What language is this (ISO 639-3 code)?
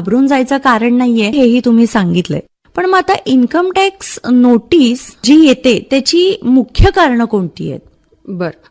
mar